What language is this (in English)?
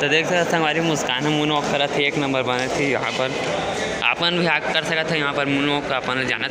Chhattisgarhi